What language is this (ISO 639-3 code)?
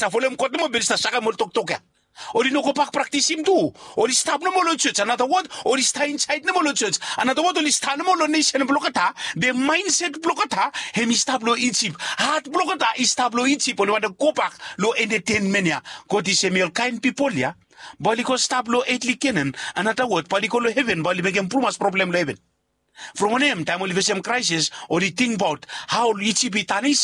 bis